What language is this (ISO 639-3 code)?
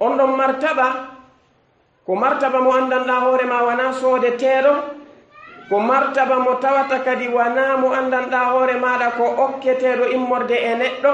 ful